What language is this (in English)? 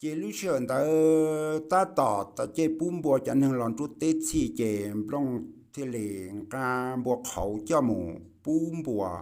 Hmong